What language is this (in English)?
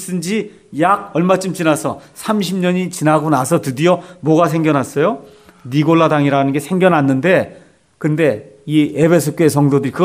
Korean